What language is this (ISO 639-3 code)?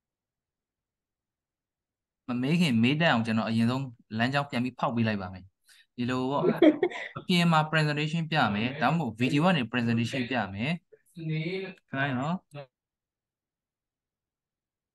mya